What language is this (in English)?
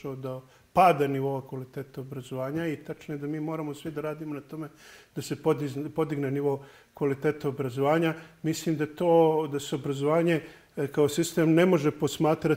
Serbian